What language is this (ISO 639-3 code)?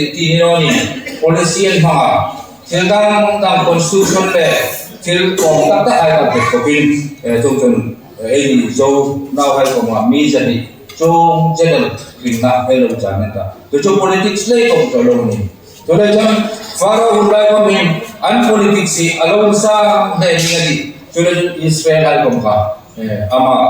hmr